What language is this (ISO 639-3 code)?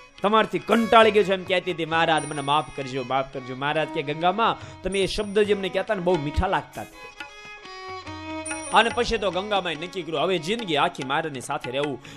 guj